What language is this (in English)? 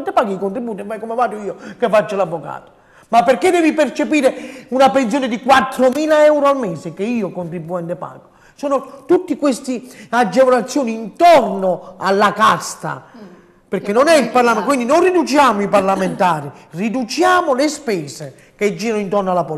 Italian